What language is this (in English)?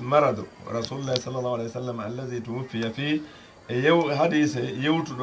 Fula